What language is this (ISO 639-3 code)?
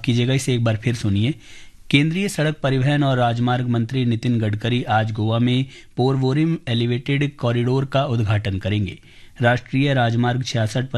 hin